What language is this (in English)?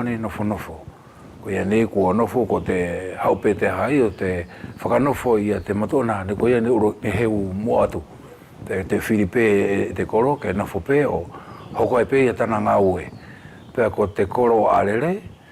Wallisian